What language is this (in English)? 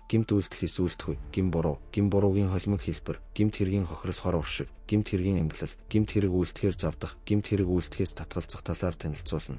Mongolian